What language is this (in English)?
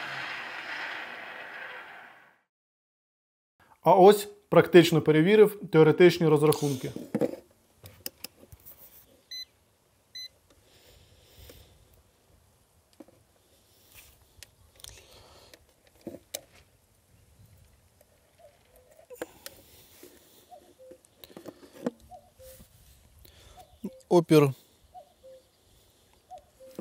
Ukrainian